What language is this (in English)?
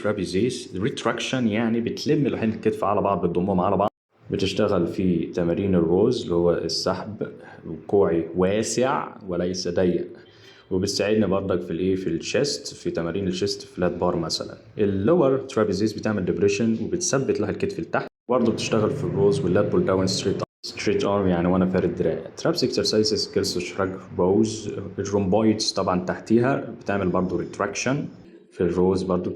Egyptian Arabic